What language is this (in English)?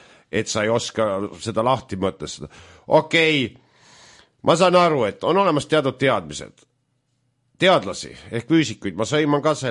Estonian